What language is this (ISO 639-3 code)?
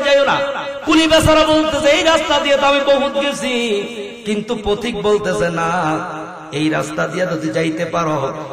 ben